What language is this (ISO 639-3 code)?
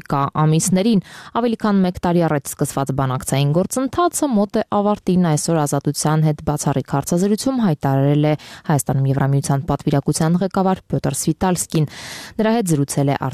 hye